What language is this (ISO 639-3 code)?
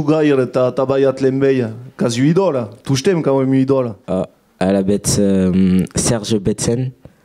oci